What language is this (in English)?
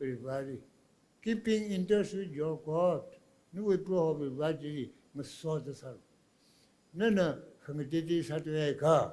Tangkhul Naga (India)